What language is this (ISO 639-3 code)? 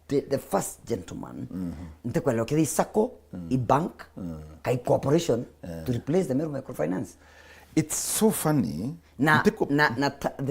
mer